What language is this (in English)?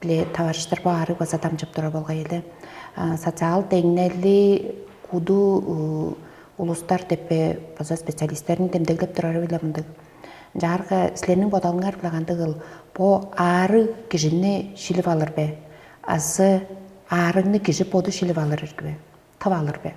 Tuvinian